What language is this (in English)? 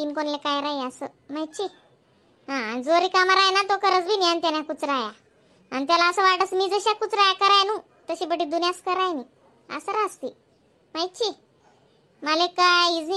Khandesi